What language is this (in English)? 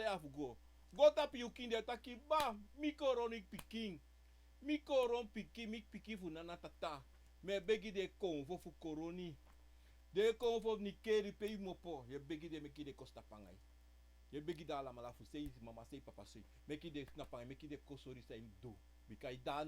Sranan Tongo